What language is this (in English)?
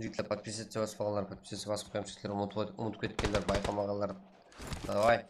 Kara-Kalpak